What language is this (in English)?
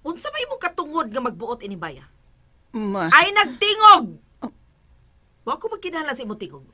Cebuano